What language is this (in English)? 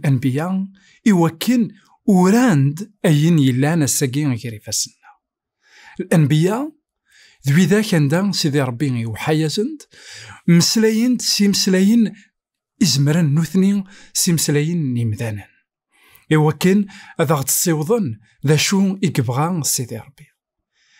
Kabyle